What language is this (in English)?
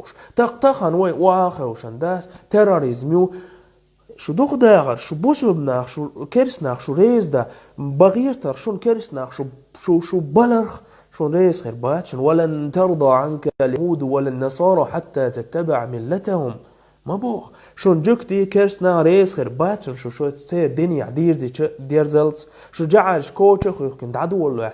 Chechen